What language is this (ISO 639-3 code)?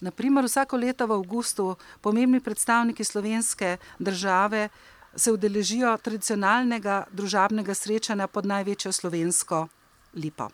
slv